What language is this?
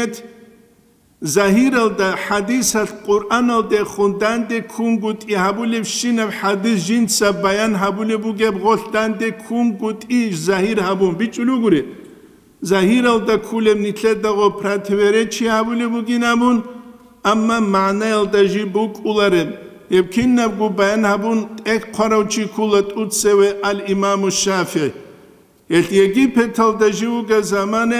Avaric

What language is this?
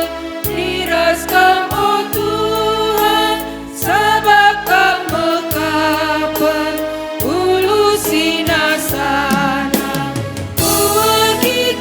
Batak Karo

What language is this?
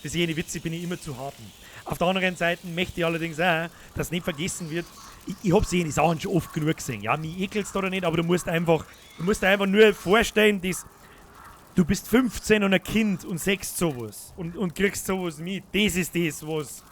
Bavarian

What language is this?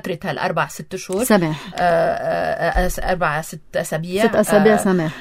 North Levantine Arabic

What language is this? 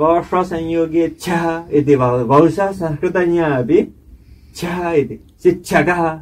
Sanskrit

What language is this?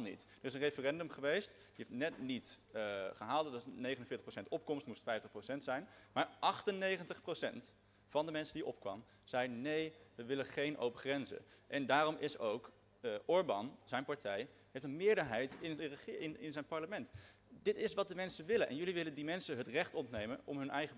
Dutch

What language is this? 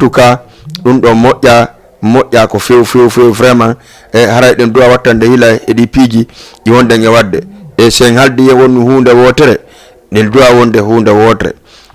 Fula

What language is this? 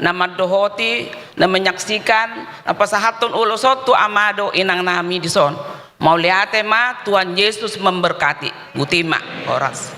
Batak Toba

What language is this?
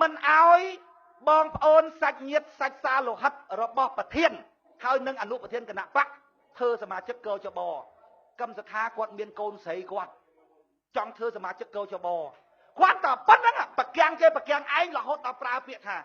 Khmer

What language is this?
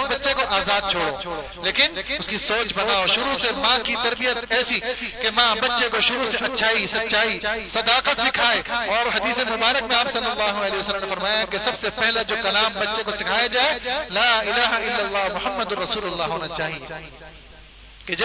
Urdu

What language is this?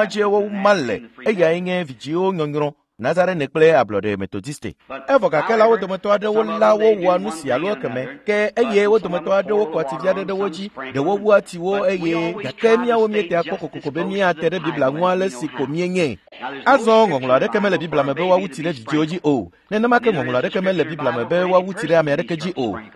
Ewe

